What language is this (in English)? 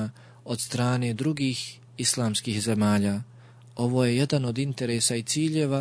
Bosnian